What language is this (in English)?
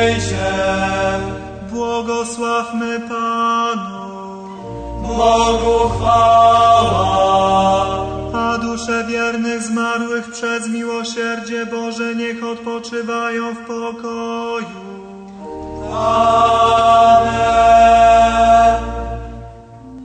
Polish